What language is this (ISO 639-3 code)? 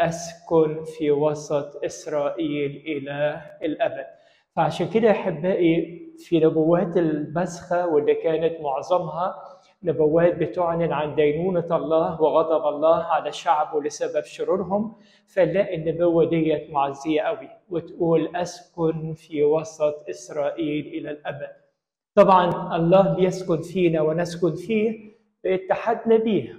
arz